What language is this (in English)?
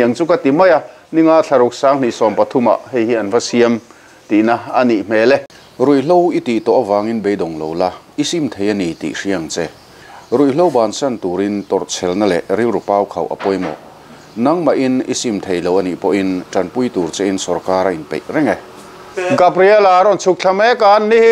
Mizo